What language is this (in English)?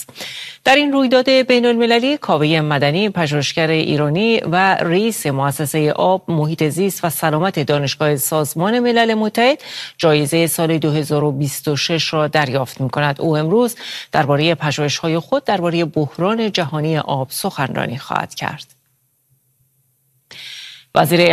Persian